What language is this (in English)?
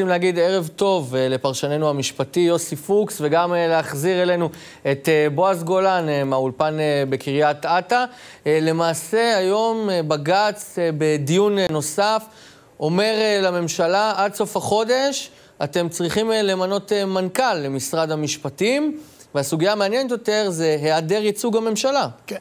Hebrew